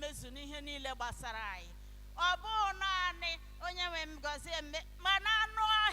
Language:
Igbo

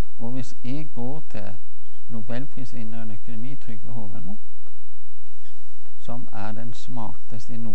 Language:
Norwegian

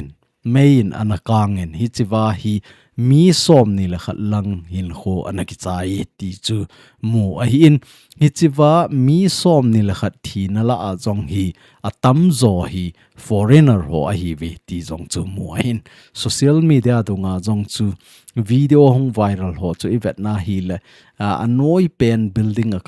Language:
Thado Chin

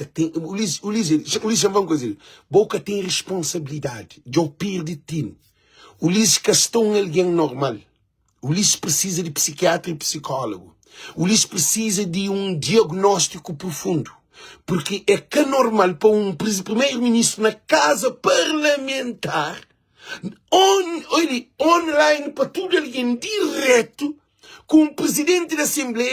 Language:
Kabuverdianu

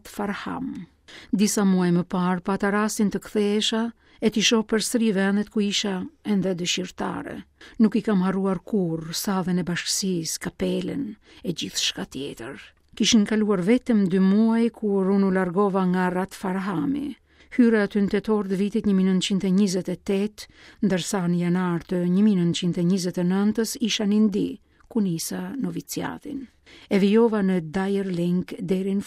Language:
Albanian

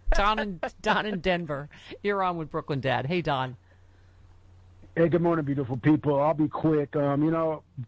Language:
English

